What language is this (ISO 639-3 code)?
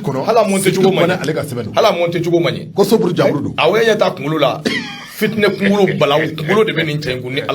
bam